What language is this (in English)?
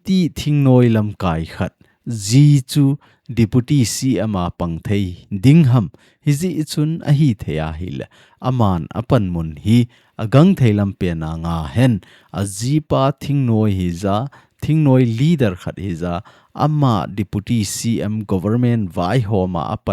Thado Chin